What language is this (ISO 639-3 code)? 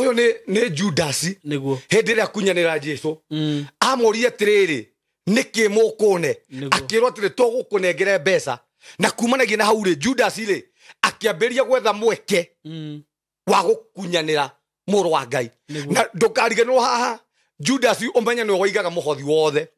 kik